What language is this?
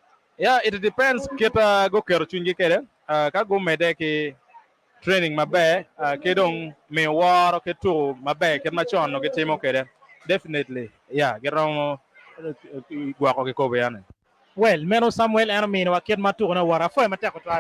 Acoli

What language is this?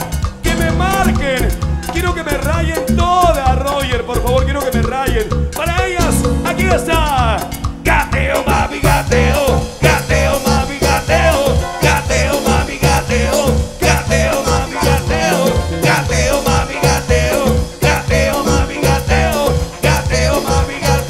Spanish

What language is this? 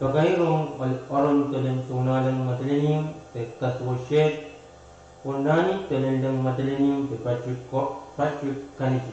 Pohnpeian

